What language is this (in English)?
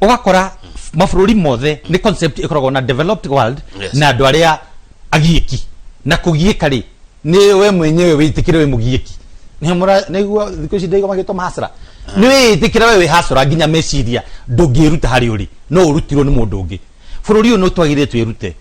Kikuyu